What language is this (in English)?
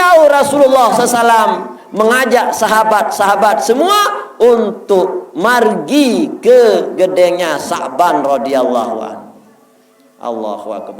Sasak